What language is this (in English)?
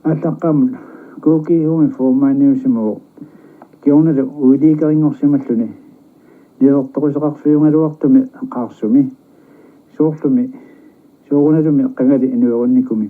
Kalaallisut